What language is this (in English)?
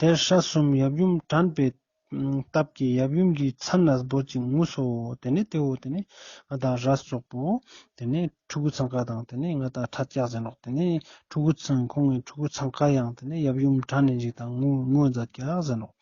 Ladakhi